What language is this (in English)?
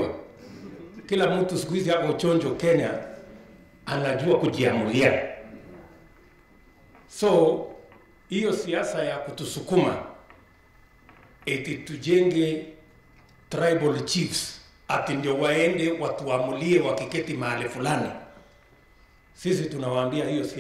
Swahili